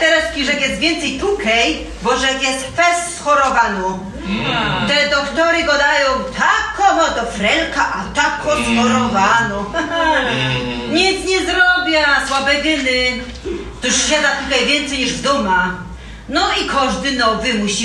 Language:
Silesian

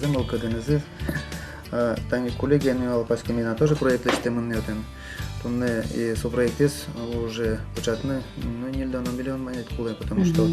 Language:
Udmurt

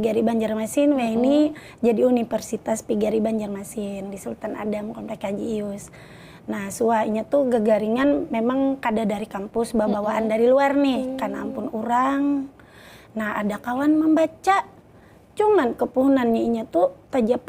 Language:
Banjar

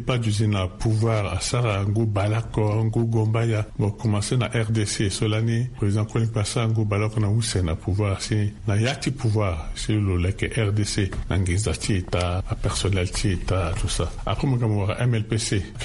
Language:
Sango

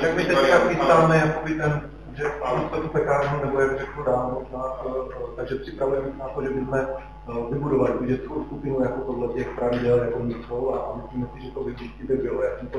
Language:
Czech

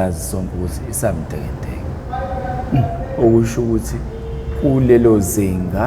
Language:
Zulu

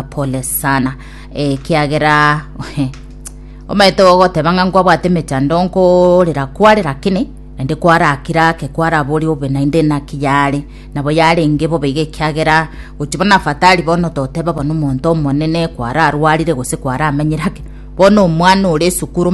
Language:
Gusii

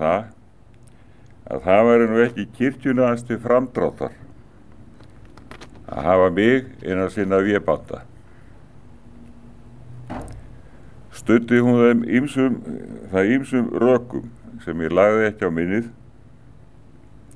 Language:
Icelandic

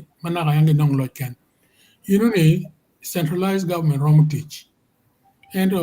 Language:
Acoli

